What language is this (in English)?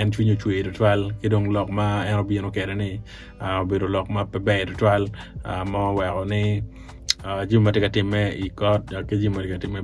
Acoli